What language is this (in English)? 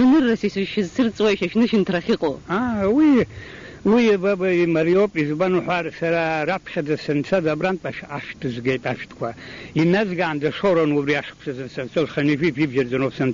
Abkhazian